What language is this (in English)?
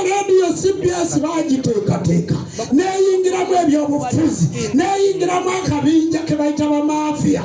Ganda